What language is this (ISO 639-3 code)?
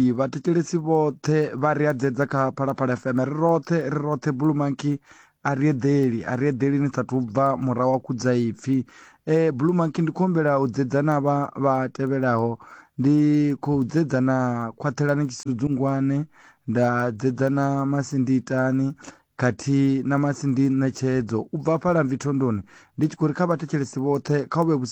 ven